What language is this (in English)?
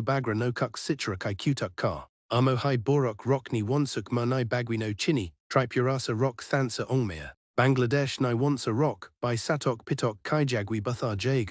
Kok Borok